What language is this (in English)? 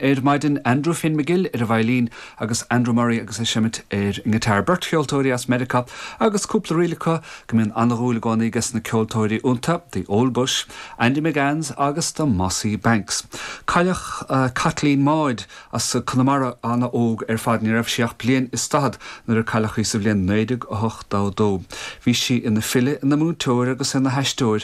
Irish